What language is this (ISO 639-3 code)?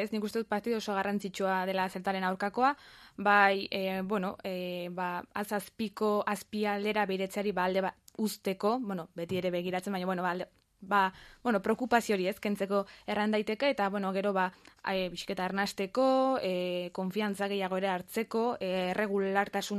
eus